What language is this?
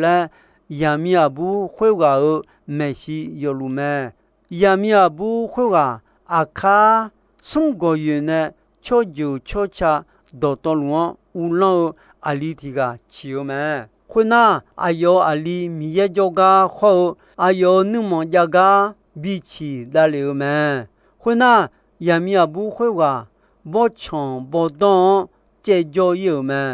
Akha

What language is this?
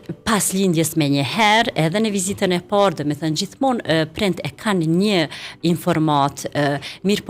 Albanian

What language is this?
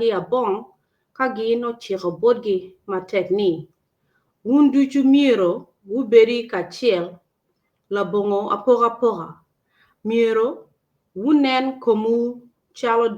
Acoli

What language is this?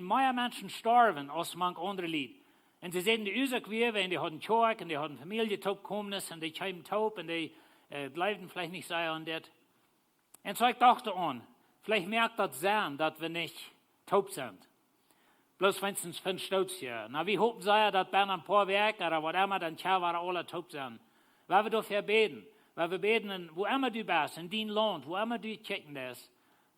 Plautdietsch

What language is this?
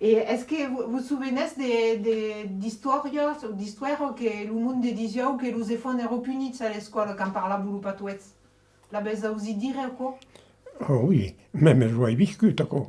Occitan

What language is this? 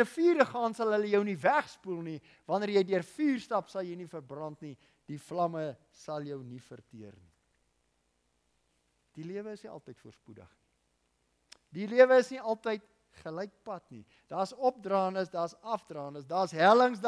Afrikaans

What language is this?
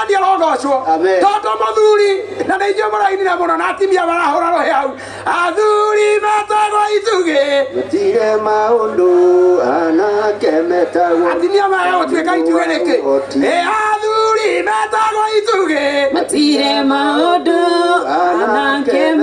Kikuyu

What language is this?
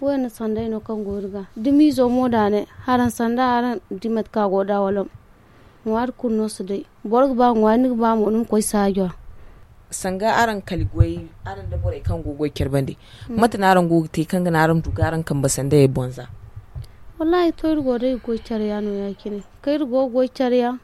Zarma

